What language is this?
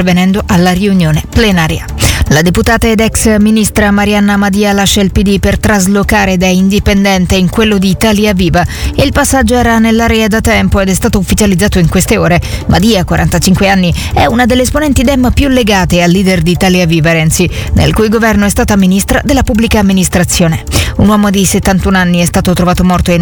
Italian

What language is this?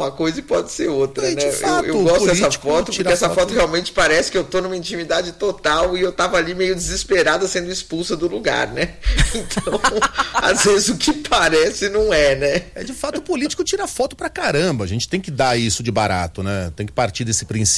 Portuguese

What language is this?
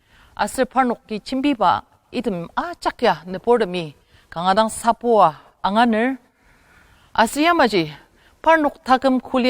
Ao Naga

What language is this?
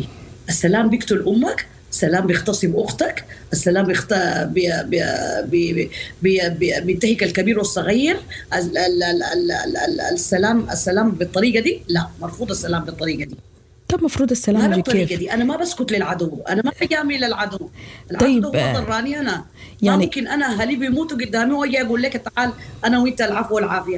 Sudanese Arabic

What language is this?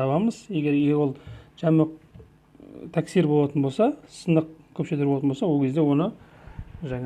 Kazakh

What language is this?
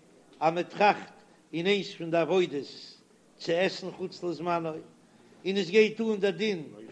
Yiddish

